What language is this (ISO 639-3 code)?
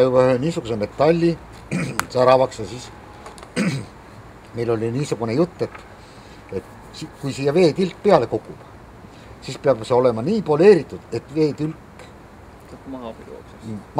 est